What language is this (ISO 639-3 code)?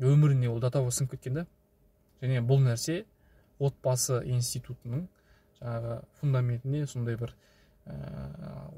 kaz